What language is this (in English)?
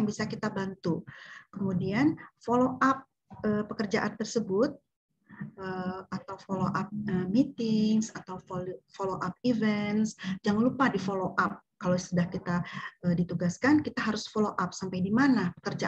Indonesian